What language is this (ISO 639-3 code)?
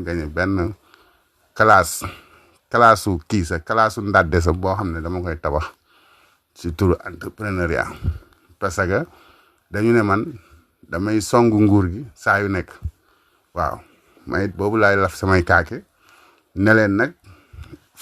wol